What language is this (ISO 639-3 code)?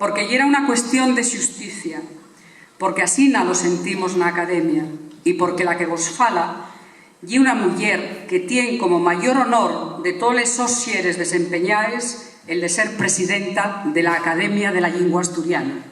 ast